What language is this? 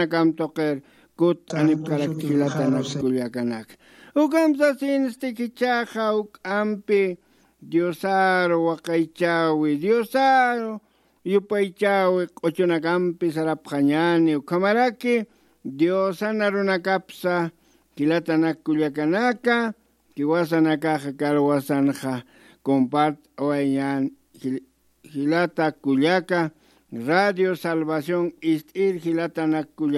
Aymara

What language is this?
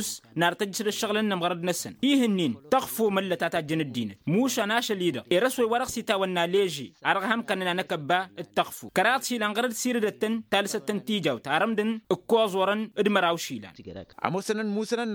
Tamasheq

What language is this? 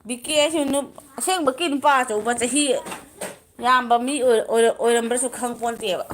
Manipuri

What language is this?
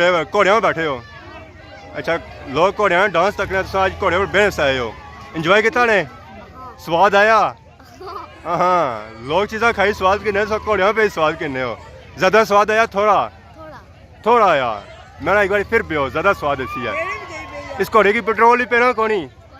Pahari-Potwari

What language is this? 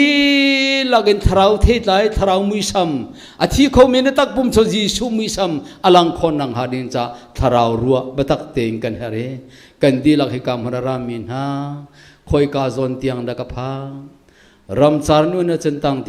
Hakha Chin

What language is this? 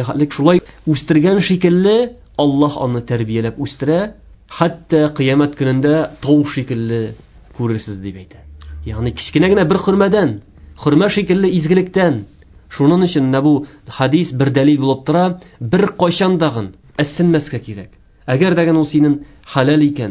Tatar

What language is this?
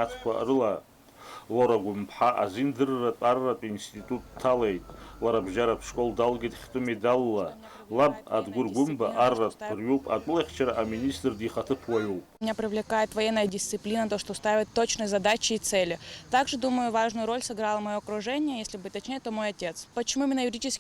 Abkhazian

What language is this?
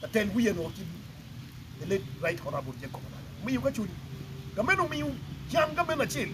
Acoli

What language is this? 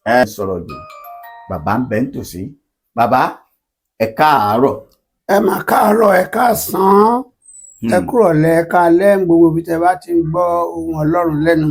Yoruba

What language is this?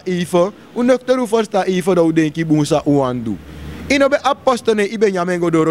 Sranan Tongo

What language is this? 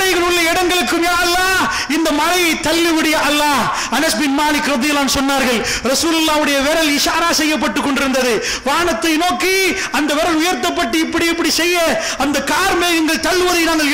Tamil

